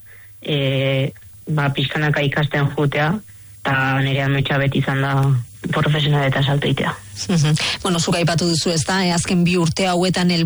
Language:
Basque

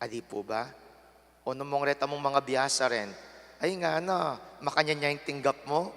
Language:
Pampanga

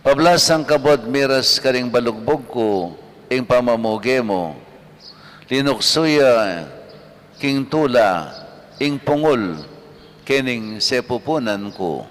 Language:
Pampanga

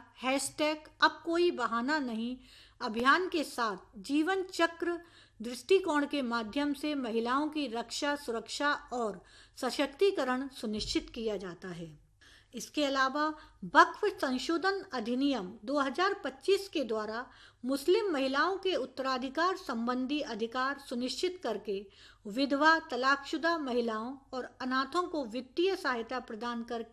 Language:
Hindi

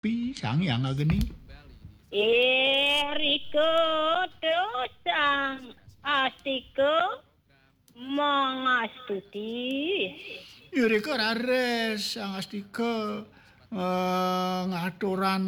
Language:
Balinese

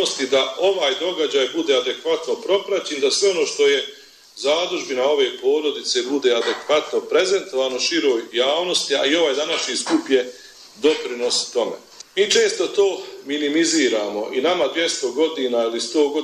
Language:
Bosnian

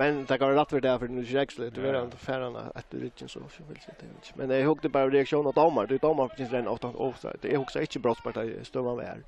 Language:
Faroese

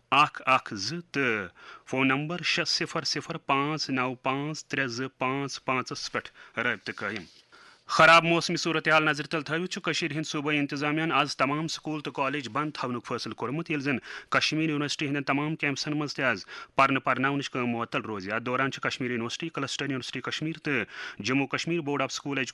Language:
Kashmiri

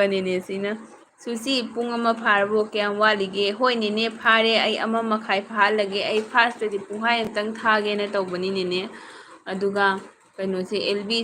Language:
Manipuri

